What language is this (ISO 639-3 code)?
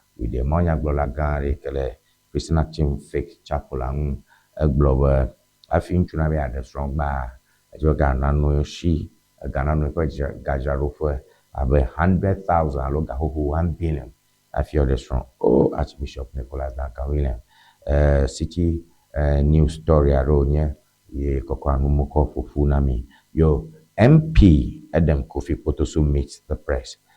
ewe